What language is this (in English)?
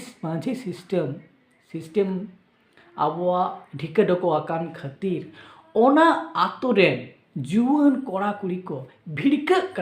Santali